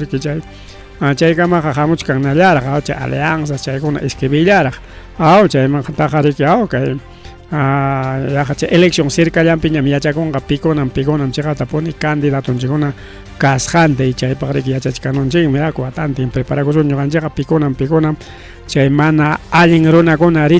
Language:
Ayacucho Quechua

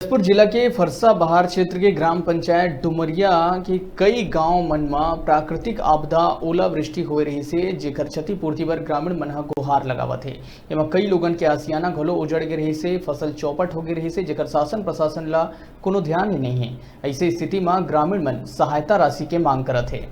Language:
Chhattisgarhi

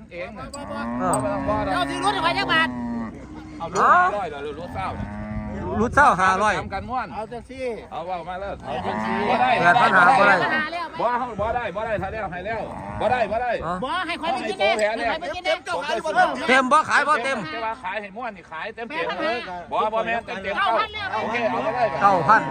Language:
Lao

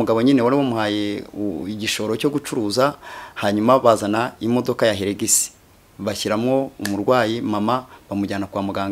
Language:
Kinyarwanda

